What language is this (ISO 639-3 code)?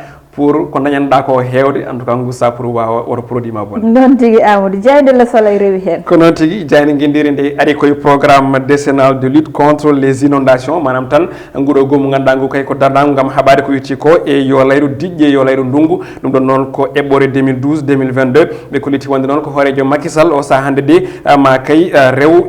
ful